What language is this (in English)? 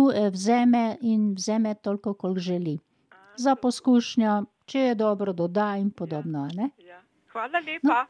Slovenian